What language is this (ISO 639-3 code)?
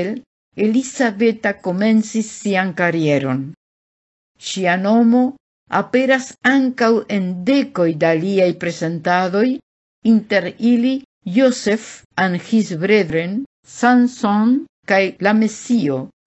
epo